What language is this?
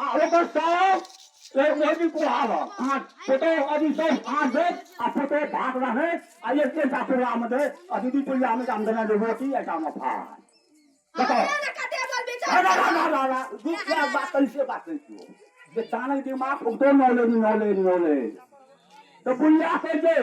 Maithili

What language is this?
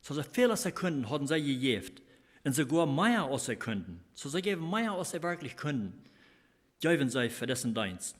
Plautdietsch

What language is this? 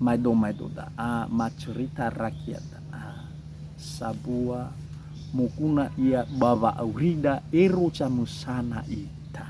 Nias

